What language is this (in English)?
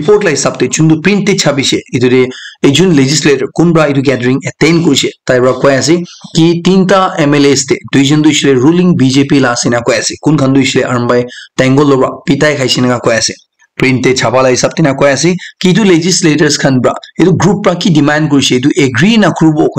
Naga Pidgin